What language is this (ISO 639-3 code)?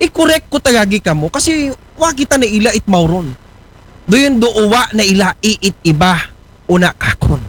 akl